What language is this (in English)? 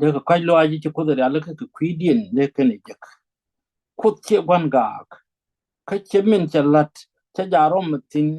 Nuer